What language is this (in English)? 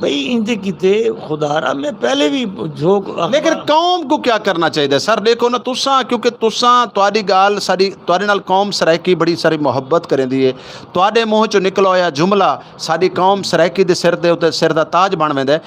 Saraiki